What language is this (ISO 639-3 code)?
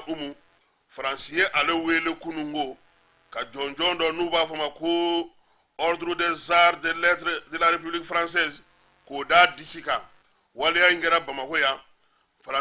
bam